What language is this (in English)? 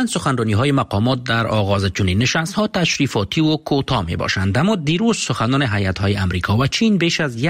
Persian